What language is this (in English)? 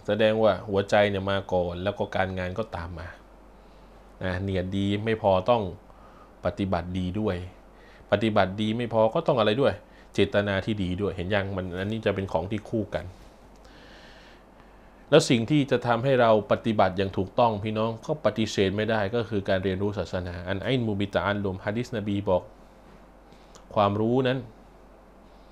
Thai